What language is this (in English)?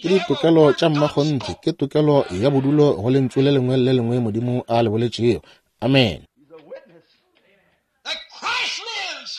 Northern Sotho